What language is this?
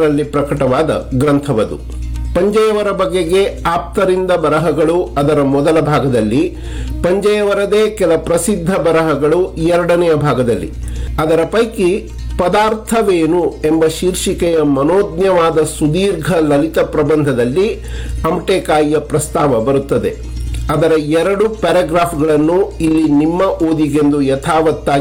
Kannada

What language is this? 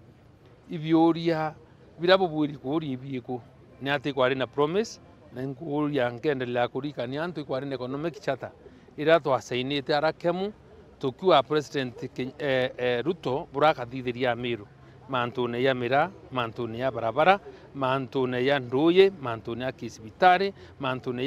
Meru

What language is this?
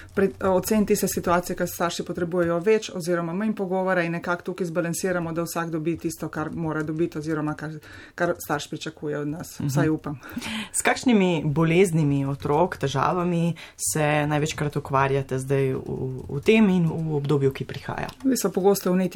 Slovenian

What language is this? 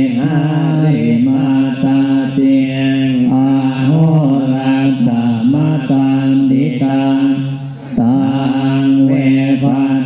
Pali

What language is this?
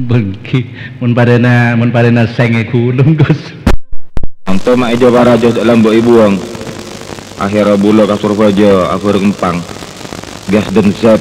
Madurese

